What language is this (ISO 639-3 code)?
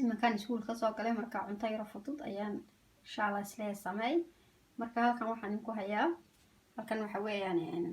som